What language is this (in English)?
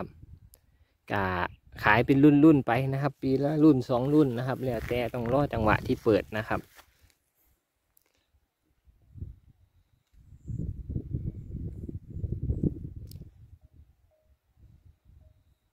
Northeastern Thai